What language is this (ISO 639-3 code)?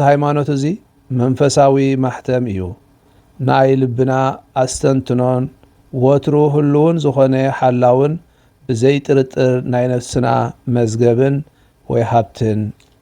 tir